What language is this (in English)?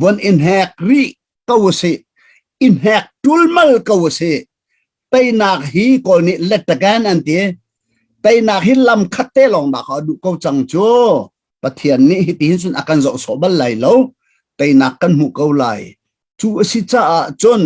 Hakha Chin